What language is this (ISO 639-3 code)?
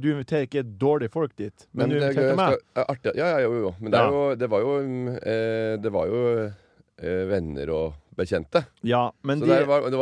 nor